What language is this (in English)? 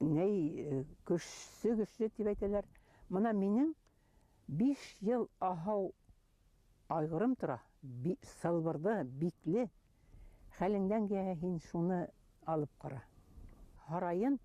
Bashkir